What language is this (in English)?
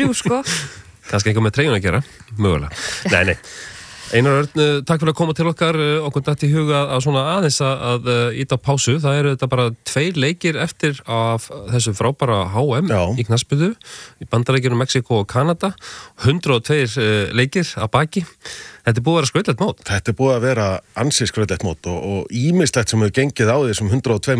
Icelandic